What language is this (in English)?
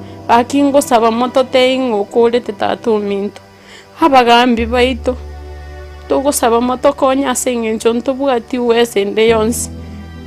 Gusii